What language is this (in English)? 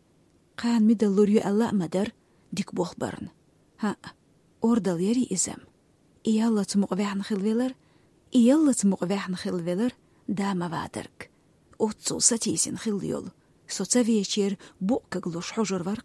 Chechen